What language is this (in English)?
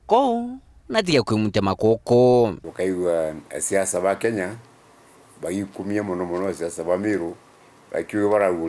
Meru